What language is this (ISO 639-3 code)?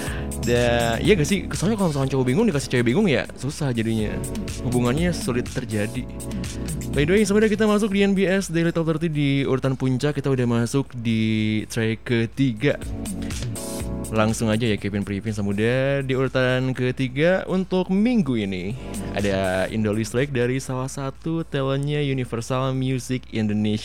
ind